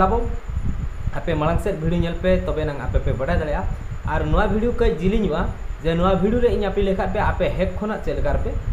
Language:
Santali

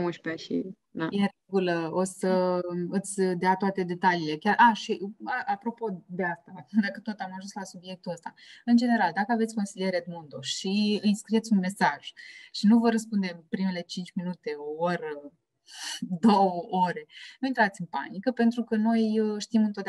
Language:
Romanian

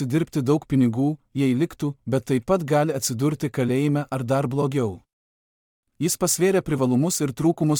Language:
Lithuanian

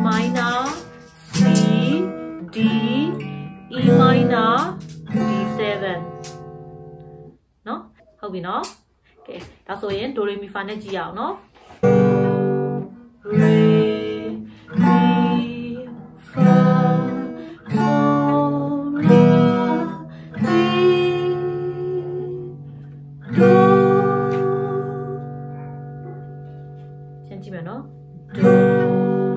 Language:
Burmese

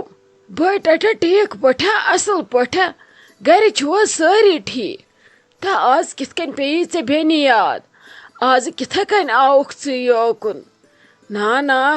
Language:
Kashmiri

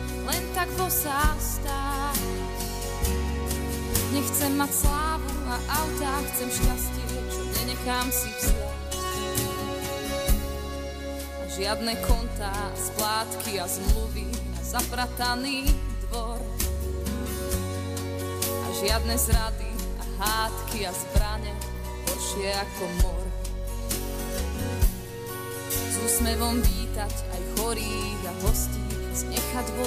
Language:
Slovak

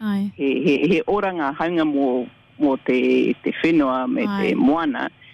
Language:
Māori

